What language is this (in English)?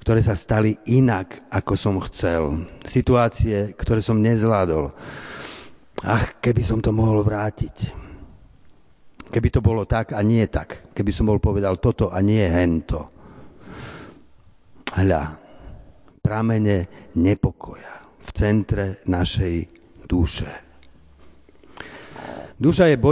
Slovak